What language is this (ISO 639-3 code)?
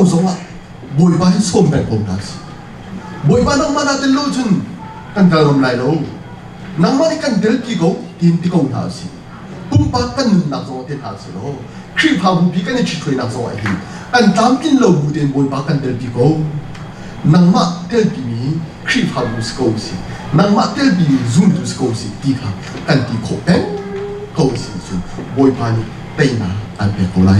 cnh